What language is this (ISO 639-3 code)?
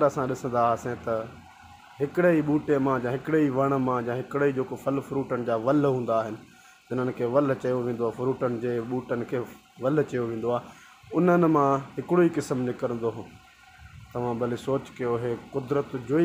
snd